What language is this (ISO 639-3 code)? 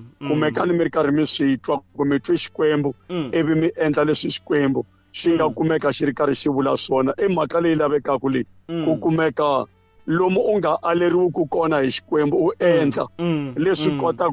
tso